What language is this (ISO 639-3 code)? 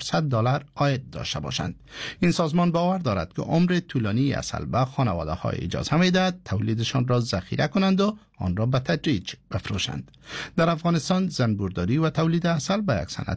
fas